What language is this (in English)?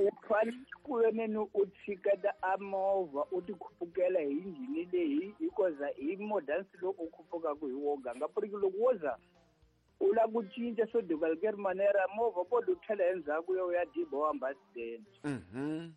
Tsonga